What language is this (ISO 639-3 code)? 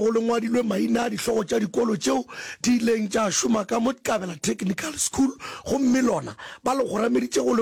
nso